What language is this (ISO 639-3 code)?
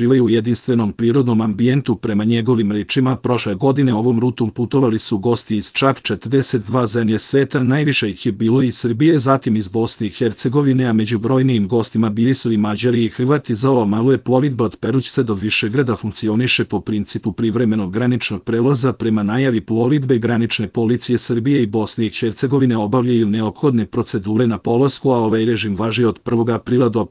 srp